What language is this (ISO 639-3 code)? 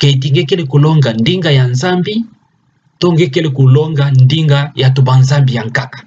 ktu